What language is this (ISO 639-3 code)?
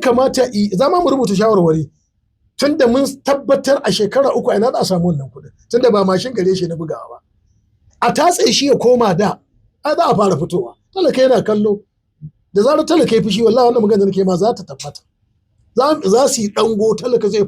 hau